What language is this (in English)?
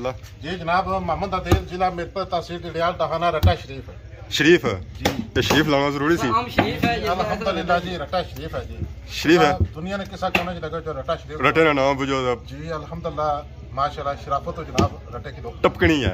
Pahari-Potwari